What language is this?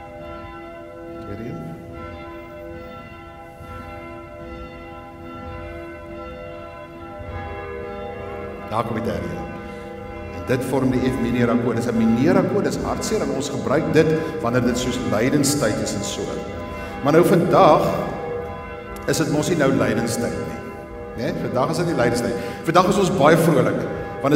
Afrikaans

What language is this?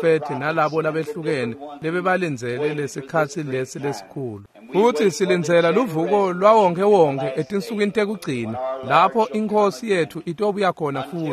Swati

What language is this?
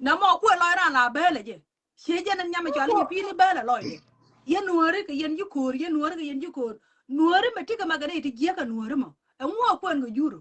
Nuer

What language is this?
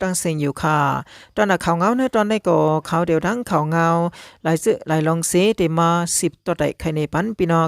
Shan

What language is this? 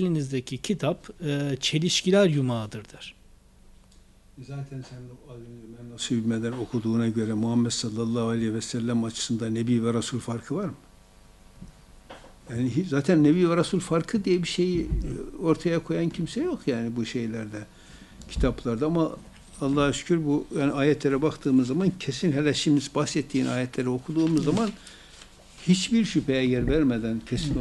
Turkish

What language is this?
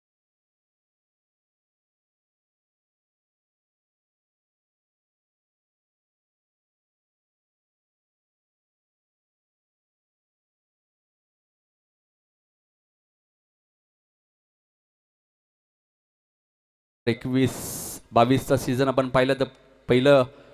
Marathi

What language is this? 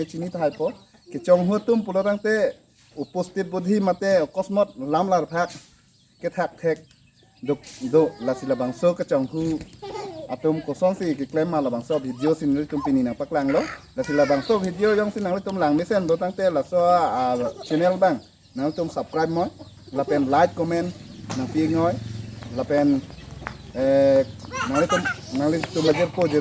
Karbi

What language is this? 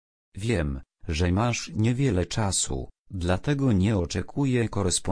Polish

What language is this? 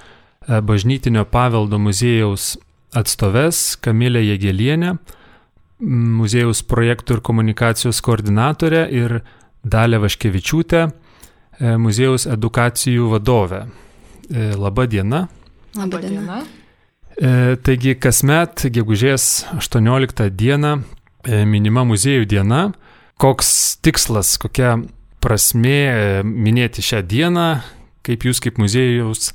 Lithuanian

